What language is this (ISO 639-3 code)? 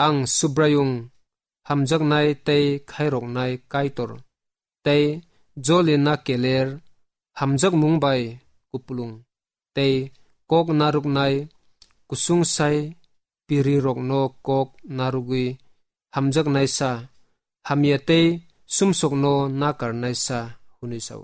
trp